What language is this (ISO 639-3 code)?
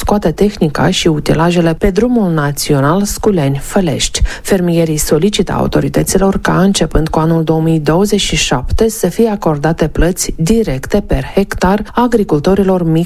ron